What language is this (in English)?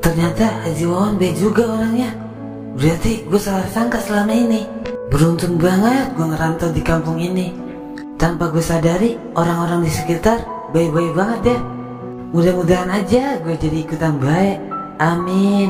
Betawi